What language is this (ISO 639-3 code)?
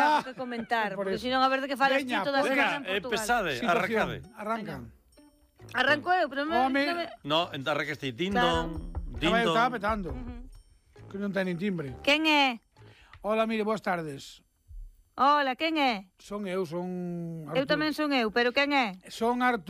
glg